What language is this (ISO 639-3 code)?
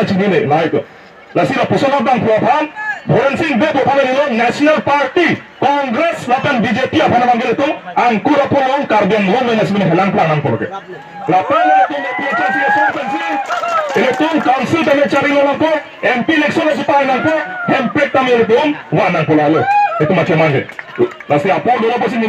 mjw